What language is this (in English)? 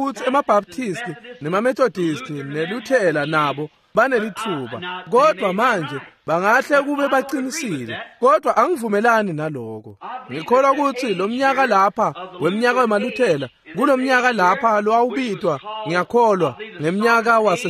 Swati